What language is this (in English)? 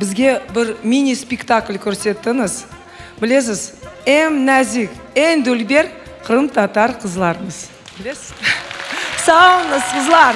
Crimean Tatar